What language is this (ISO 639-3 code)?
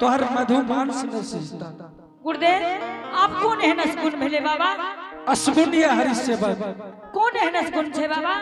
anp